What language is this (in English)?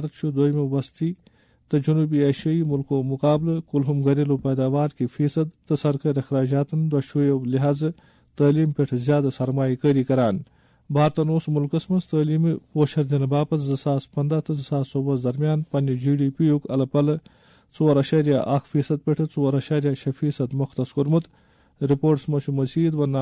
Kashmiri